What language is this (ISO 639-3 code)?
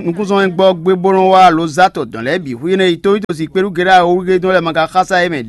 fon